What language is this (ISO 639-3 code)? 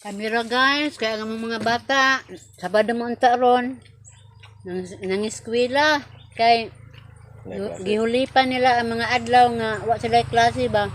ceb